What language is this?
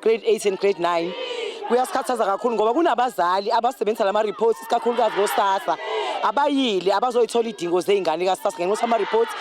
Zulu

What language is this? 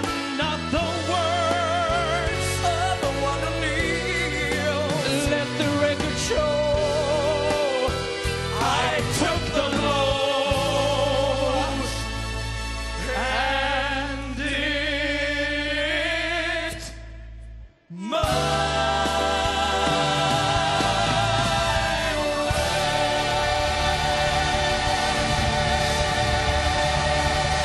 Swedish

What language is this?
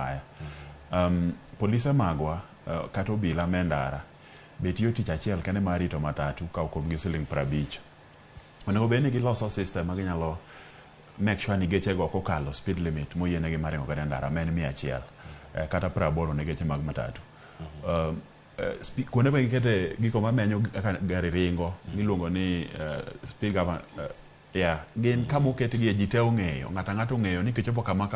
Luo (Kenya and Tanzania)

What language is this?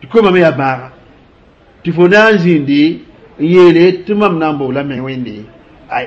Mossi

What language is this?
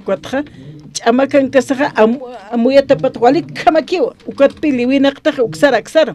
Aymara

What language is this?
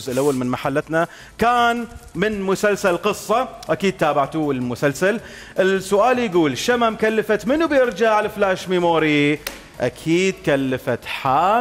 Mesopotamian Arabic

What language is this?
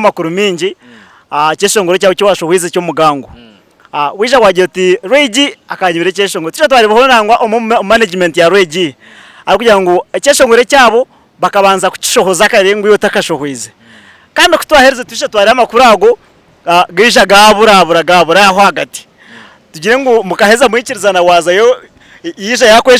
Nyankole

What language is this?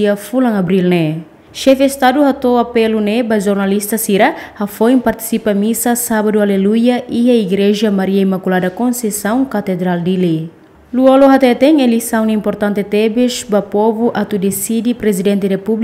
Tetum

